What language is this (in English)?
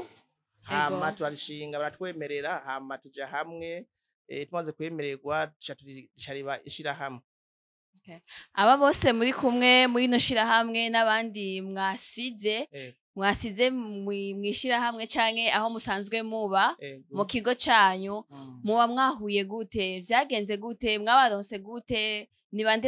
Rundi